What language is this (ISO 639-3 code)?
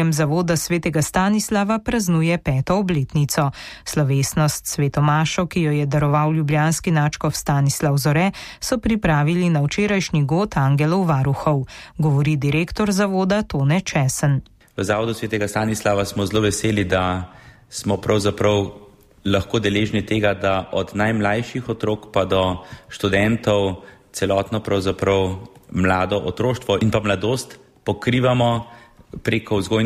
slv